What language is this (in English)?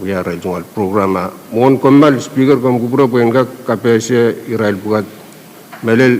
Pohnpeian